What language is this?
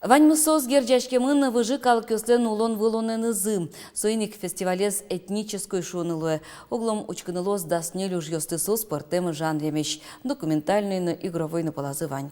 Udmurt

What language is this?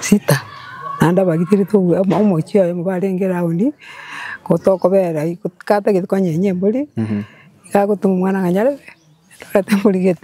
Gusii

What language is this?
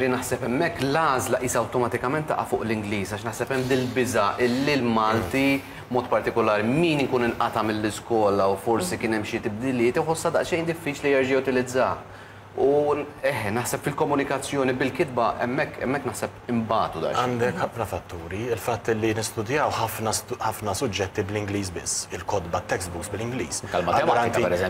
Maltese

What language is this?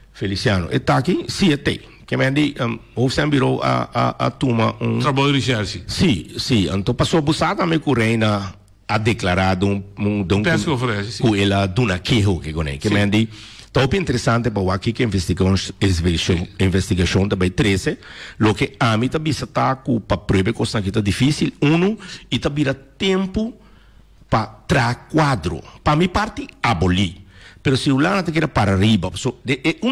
Portuguese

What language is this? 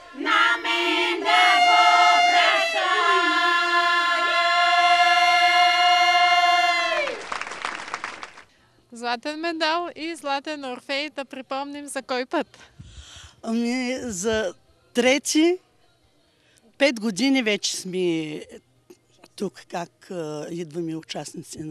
Bulgarian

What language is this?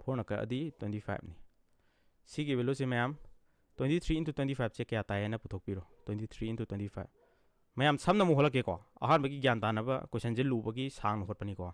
Manipuri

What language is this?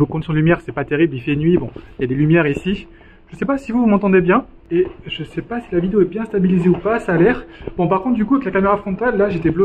French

